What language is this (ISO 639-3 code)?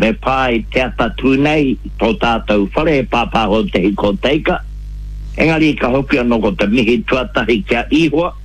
mri